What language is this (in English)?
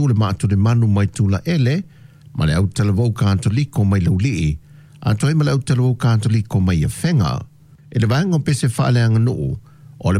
Samoan